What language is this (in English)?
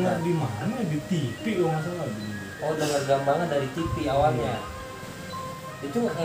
Betawi